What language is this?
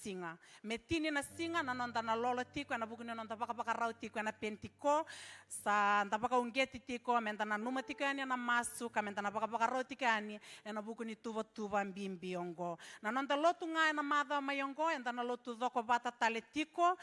Fijian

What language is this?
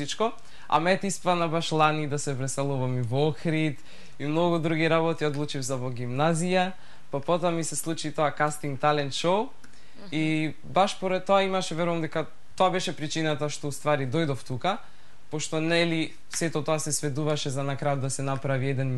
Macedonian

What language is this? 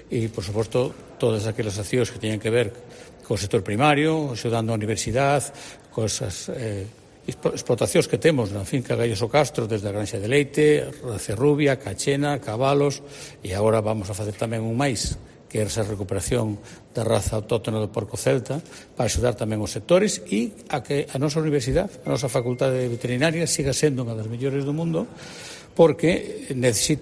Galician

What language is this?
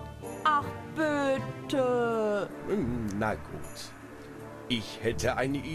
German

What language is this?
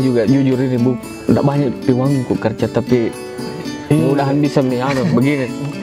Makassar Malay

